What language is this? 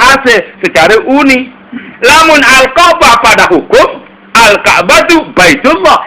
Sasak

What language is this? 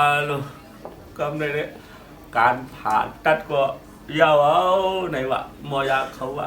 Shan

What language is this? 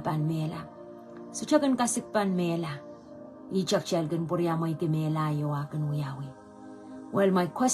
Pohnpeian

